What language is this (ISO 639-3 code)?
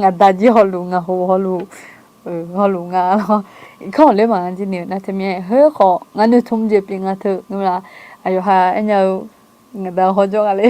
ahk